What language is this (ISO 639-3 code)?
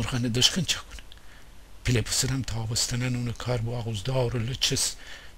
glk